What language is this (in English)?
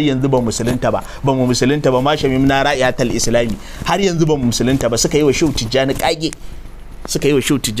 Hausa